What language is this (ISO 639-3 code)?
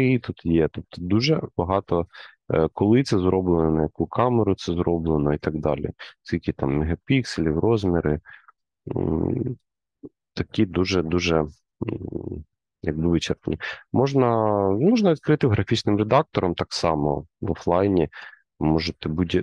ukr